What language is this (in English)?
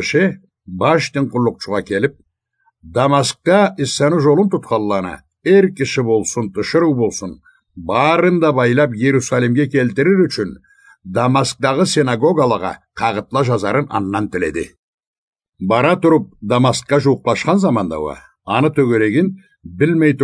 Karachay-Balkar